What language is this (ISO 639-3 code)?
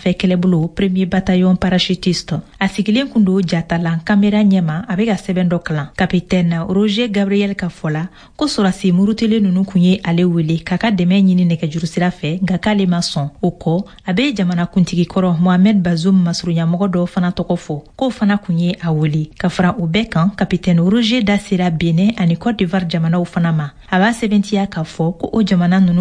bam